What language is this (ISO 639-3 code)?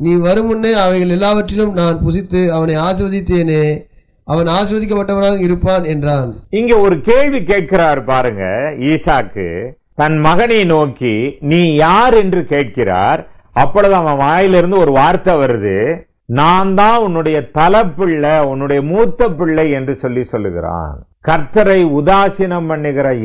tam